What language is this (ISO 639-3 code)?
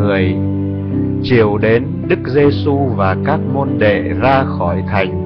vie